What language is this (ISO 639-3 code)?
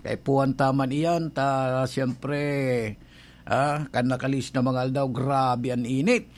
bik